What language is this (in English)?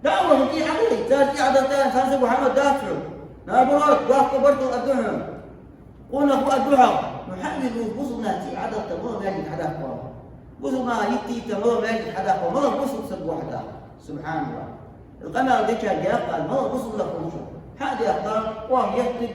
Ingush